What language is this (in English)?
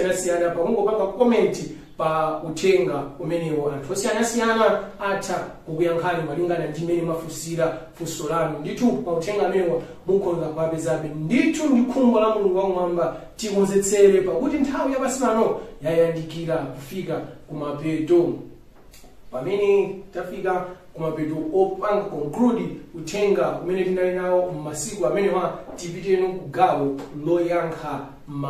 Nyanja